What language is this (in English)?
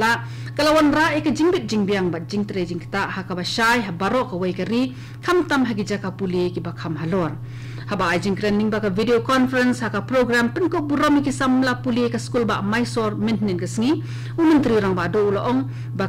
Khasi